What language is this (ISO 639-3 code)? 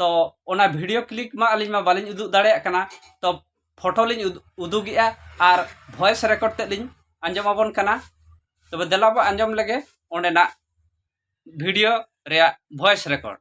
sat